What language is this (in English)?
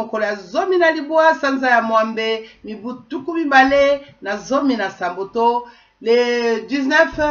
Lingala